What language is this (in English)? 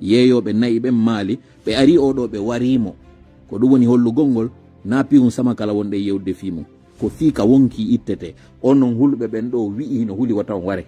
Fula